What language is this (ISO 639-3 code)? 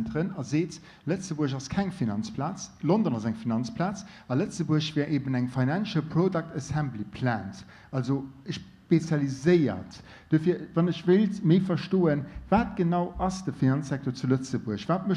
ltz